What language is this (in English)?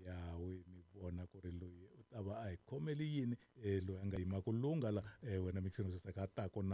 Tsonga